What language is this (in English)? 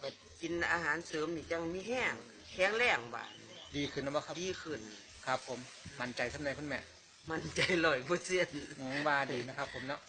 Northeastern Thai